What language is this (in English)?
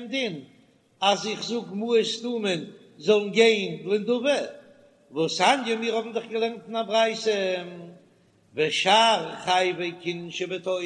Yiddish